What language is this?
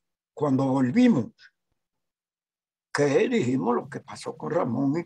Spanish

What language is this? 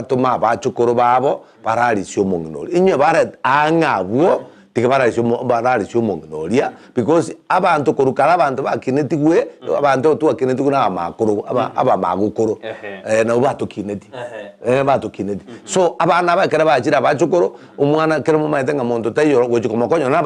Gusii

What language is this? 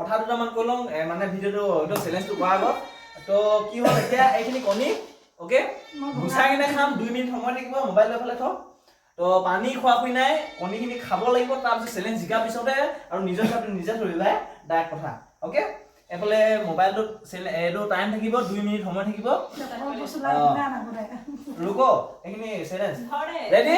Assamese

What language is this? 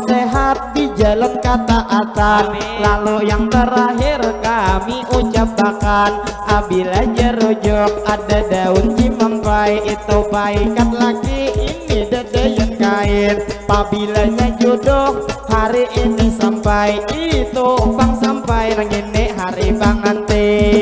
Banjar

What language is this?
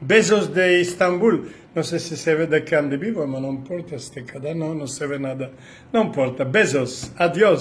Ladino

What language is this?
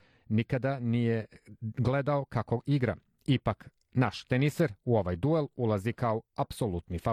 Serbian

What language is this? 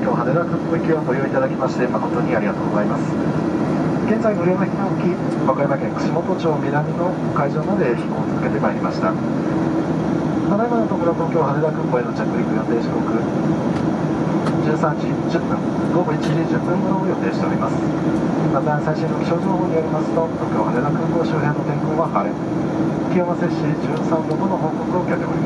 Japanese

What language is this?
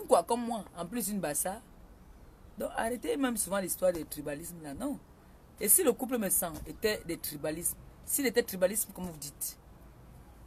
French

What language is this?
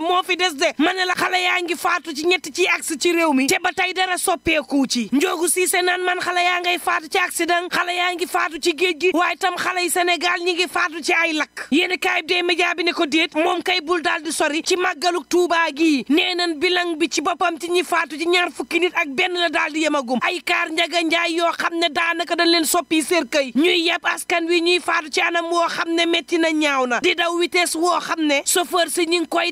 Wolof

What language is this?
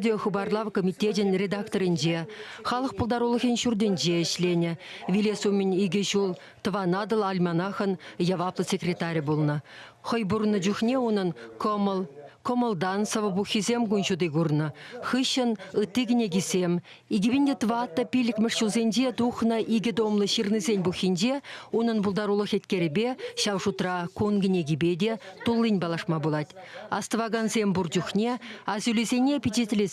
Chuvash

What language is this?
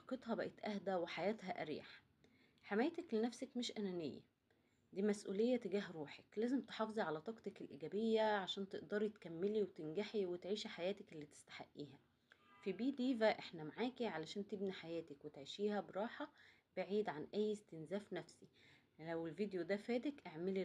Egyptian Arabic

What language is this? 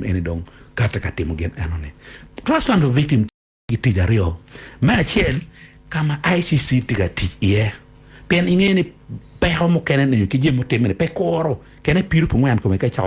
Acoli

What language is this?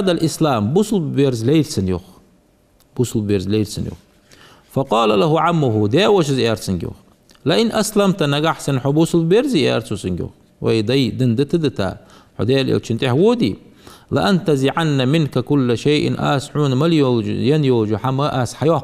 Ingush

